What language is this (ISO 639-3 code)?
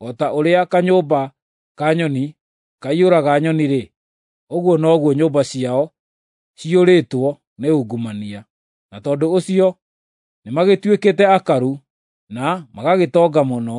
kik